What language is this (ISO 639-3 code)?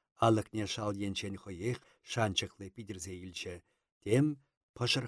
chv